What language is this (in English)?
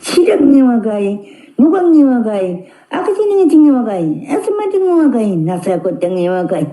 Kalaallisut